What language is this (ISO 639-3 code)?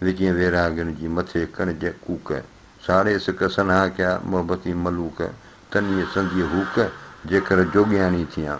snd